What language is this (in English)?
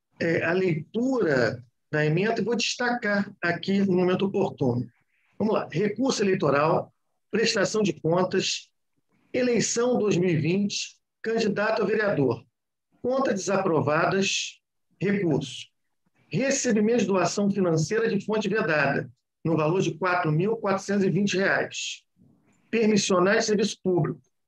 Portuguese